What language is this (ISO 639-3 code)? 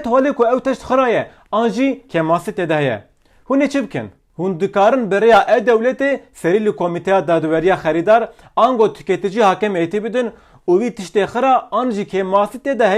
kur